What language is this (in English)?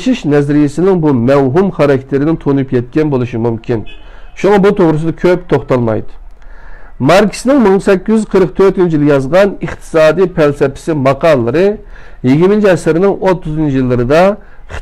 Uyghur